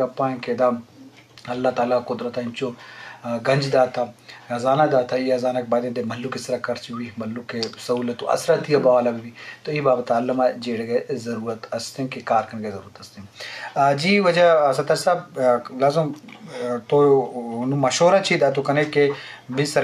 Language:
Eastern Balochi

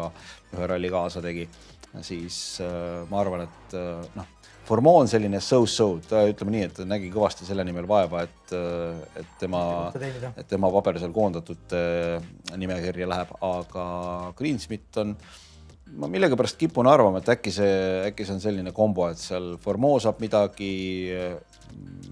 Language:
Estonian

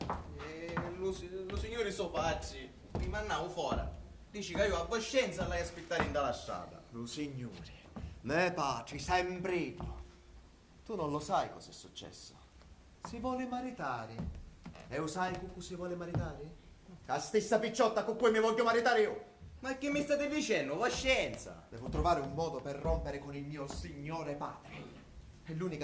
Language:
Sicilian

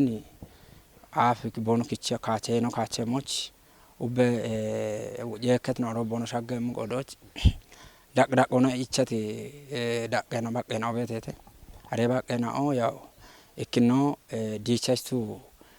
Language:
Kafa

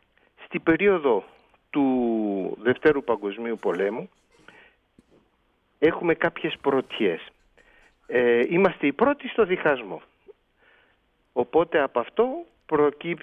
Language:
Greek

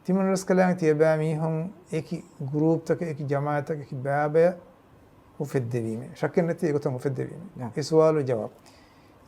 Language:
Divehi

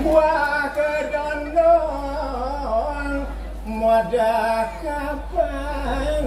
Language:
Balinese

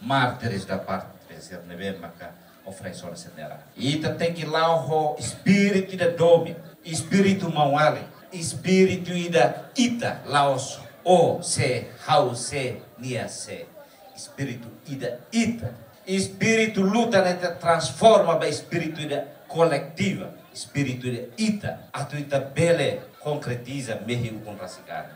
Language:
Tetum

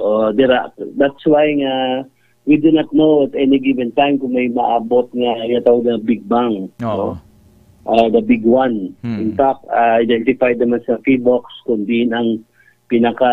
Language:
Hiligaynon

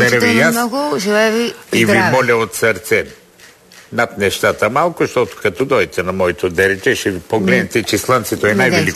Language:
Bulgarian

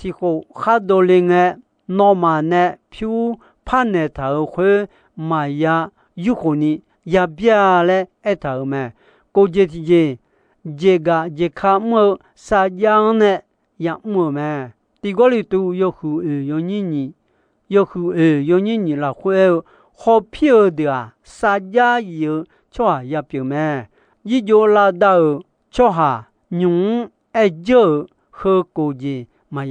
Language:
Akha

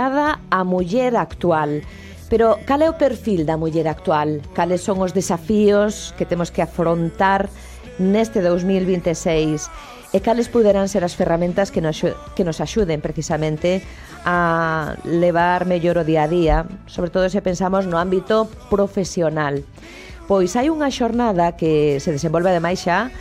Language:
Galician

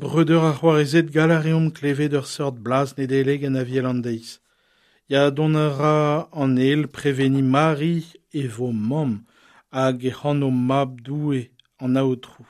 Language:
Breton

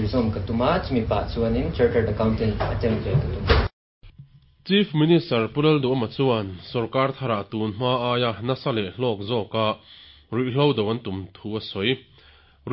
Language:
Mizo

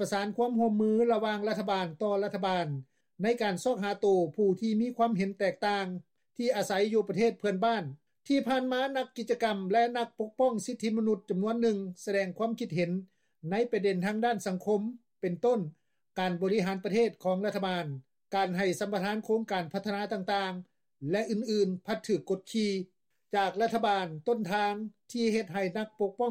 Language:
Lao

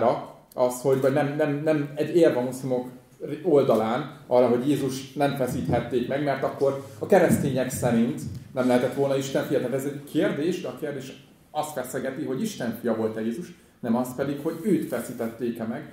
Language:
Hungarian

